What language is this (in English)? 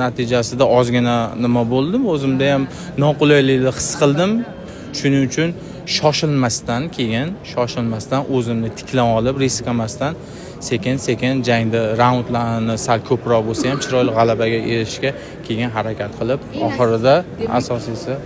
Uzbek